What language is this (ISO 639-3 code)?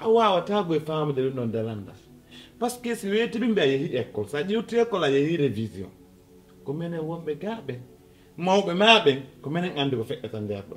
ful